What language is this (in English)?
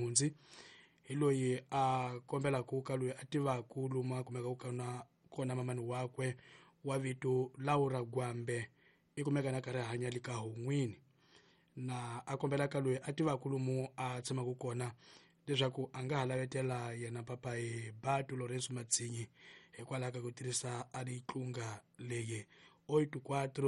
Tsonga